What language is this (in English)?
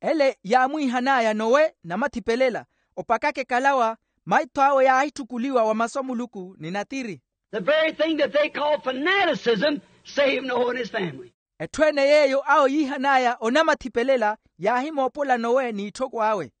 Makhuwa